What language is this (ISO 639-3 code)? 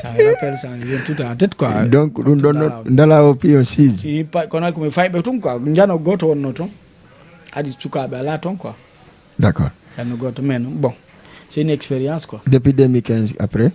ful